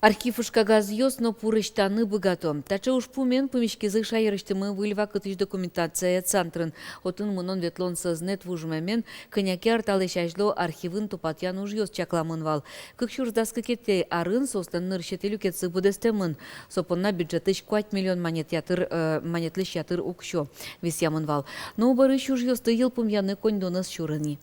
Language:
Udmurt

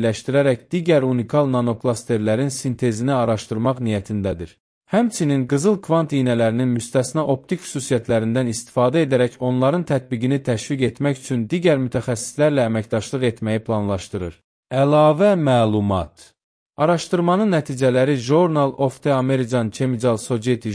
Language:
Azerbaijani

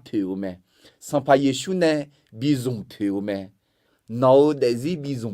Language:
Akha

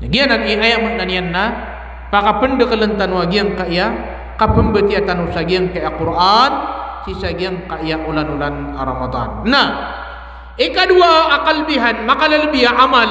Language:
Maranao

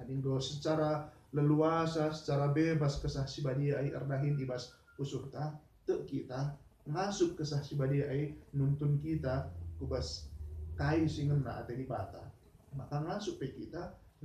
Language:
Batak Karo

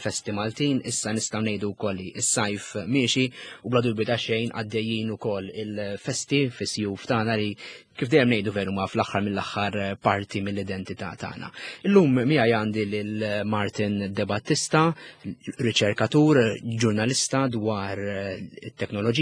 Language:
Maltese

